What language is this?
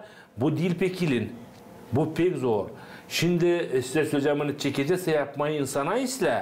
Gagauz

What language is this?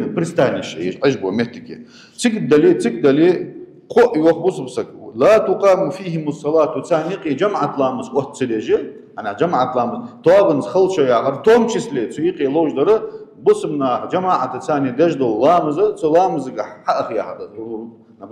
Ingush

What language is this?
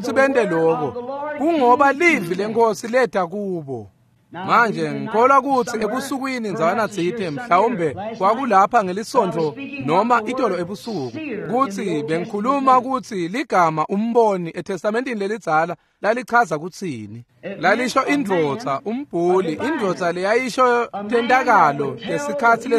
Swati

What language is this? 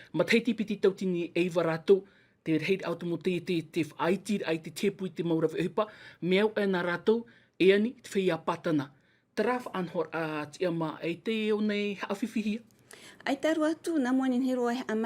Tahitian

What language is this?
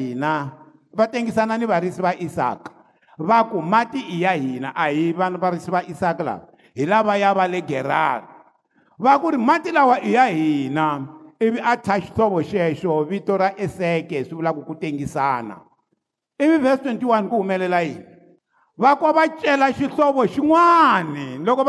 Tsonga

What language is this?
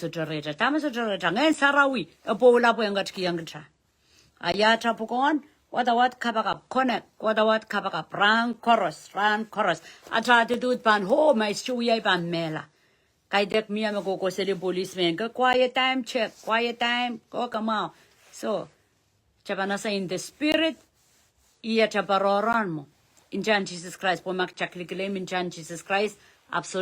Pohnpeian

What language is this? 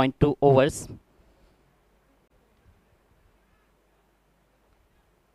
Hindi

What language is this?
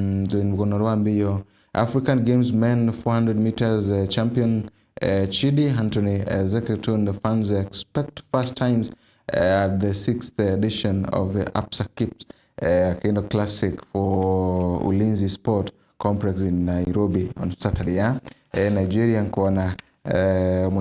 Meru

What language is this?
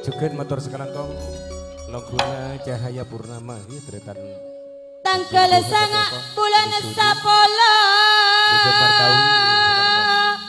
Madurese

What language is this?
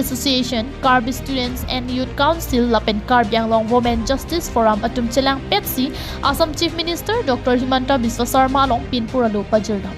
Karbi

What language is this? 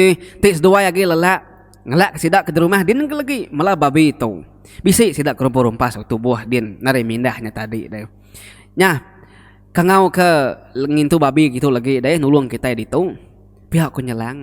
Iban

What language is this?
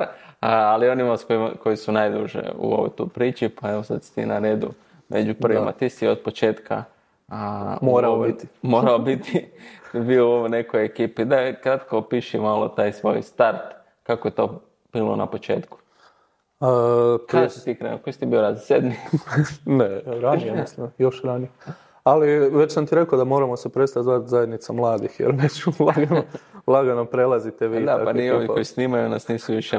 Croatian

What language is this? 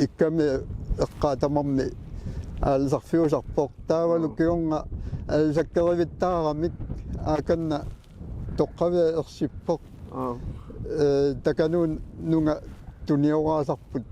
Kalaallisut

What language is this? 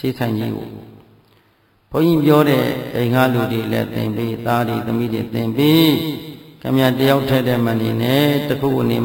Burmese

